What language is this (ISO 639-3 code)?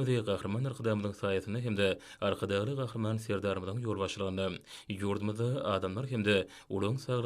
tuk